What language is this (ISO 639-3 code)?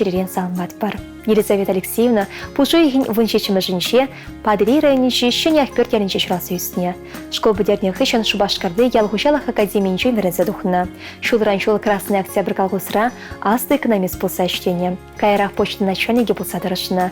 chv